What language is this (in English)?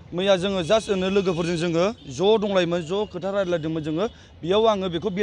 Bodo